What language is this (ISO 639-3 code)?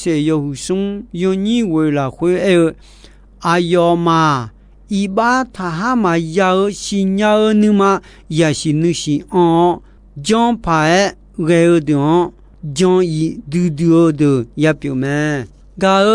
ahk